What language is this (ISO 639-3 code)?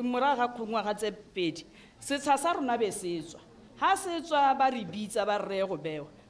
tsn